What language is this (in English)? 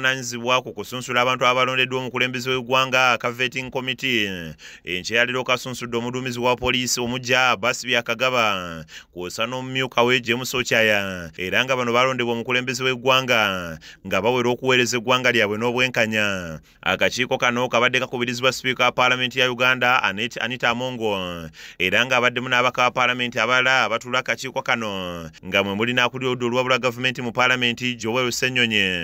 Ganda